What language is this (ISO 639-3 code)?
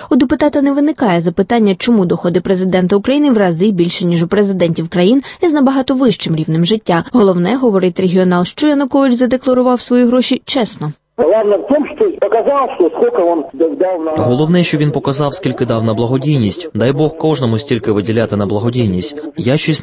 ukr